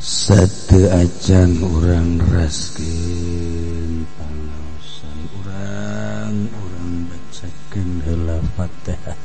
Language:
Sundanese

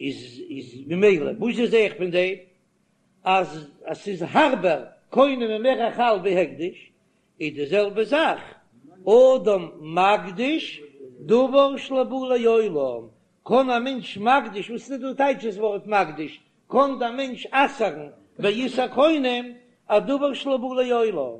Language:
Yiddish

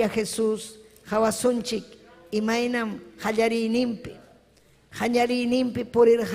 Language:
Ayacucho Quechua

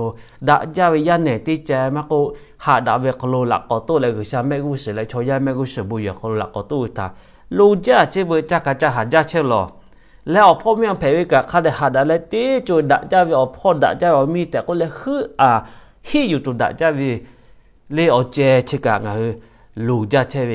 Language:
Lahu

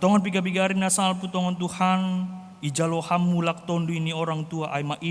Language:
Batak Simalungun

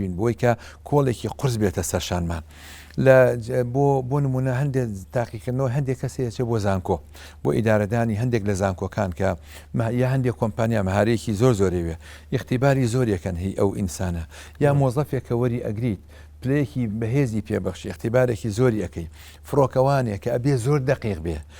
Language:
Central Kurdish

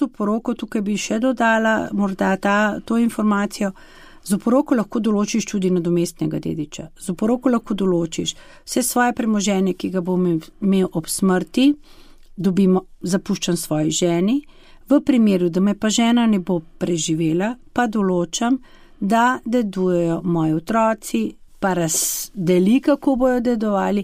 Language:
Slovenian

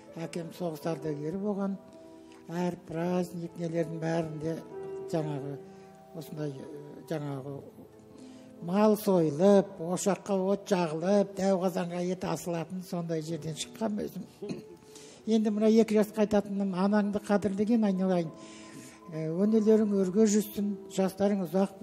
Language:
Kazakh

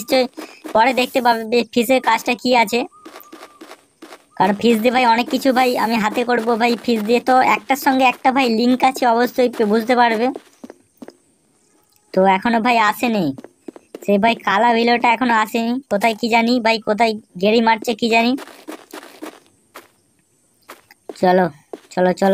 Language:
Bangla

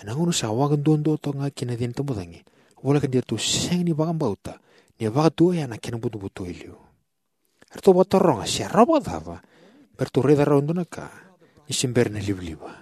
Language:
Fijian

